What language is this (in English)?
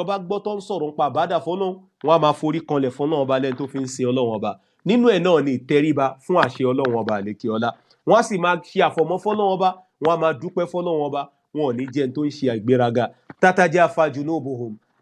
Yoruba